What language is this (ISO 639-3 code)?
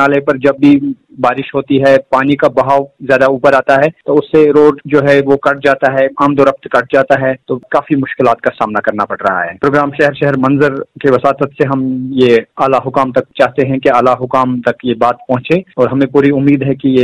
urd